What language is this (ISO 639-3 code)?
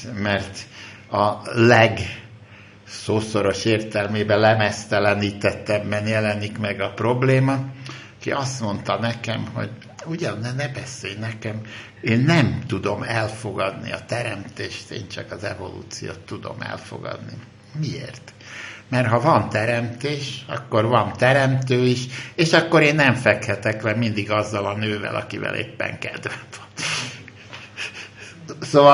hun